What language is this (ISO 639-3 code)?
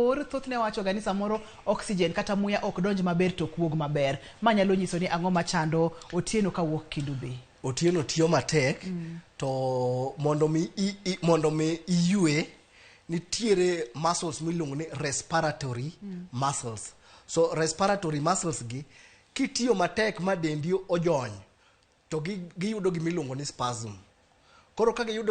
luo